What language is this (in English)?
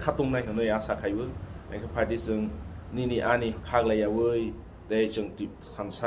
Kok Borok